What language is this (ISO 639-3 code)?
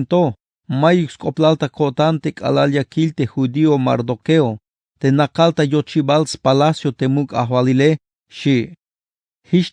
tzh